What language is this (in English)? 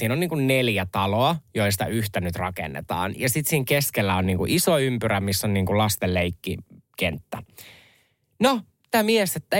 Finnish